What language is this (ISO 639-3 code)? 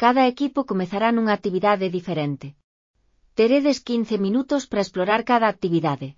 glg